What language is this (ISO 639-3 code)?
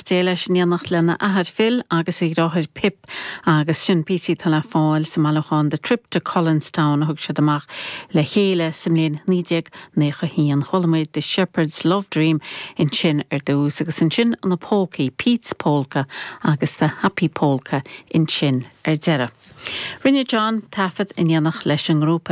gle